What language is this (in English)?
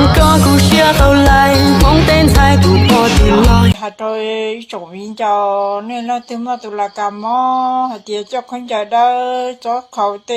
Hmong